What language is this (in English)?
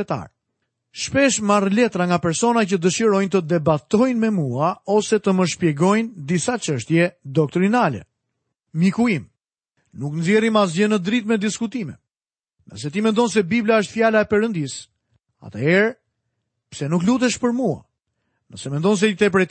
Albanian